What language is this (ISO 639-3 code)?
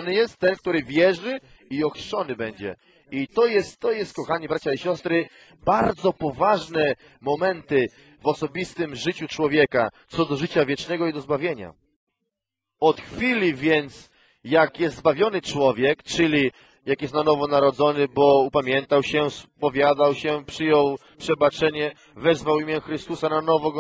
pol